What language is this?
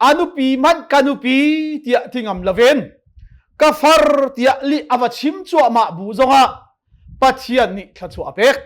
Hakha Chin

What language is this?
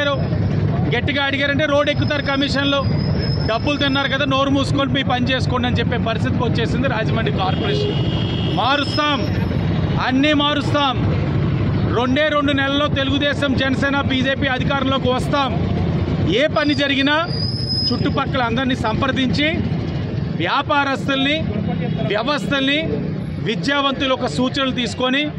Telugu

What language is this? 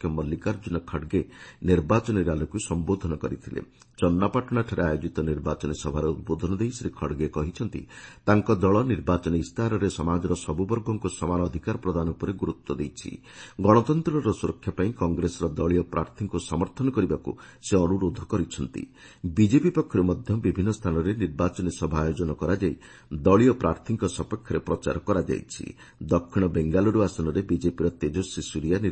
Odia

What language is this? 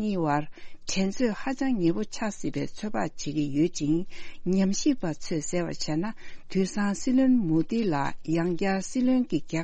Tibetan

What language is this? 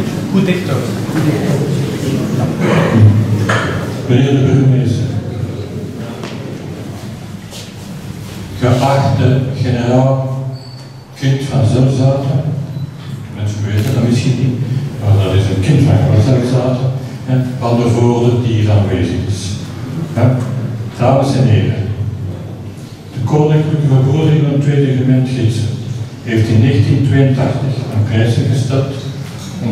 Dutch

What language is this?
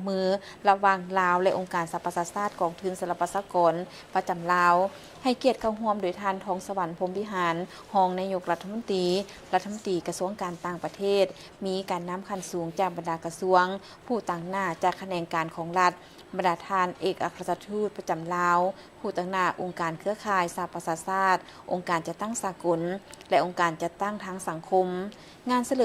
Lao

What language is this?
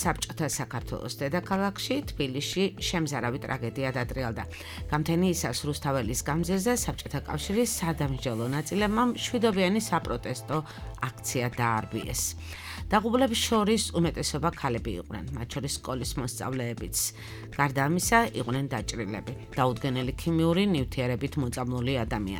Georgian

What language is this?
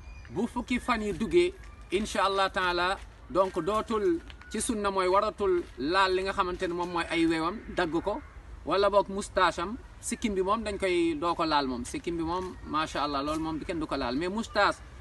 Wolof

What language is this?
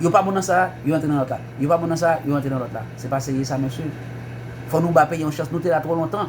Haitian Creole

